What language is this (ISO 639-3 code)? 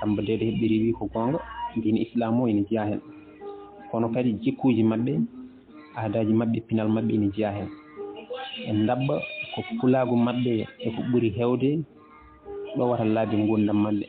ful